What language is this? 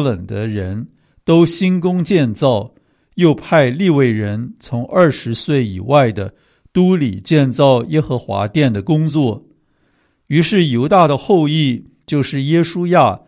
Chinese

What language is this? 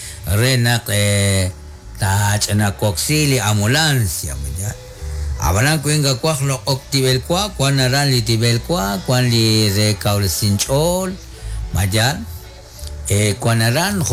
Kekchí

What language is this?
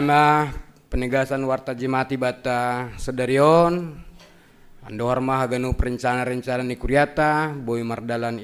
Batak Simalungun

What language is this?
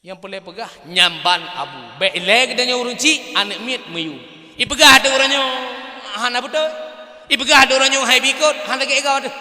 Achinese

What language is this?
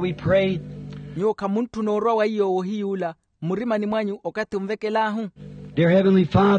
Makhuwa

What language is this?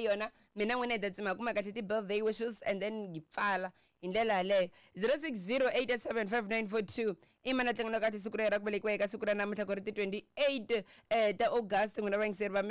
Tsonga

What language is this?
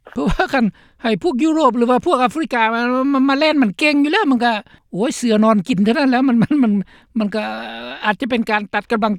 Lao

